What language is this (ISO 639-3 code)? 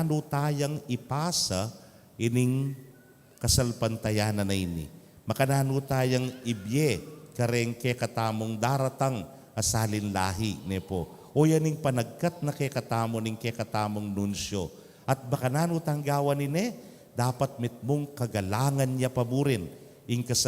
pam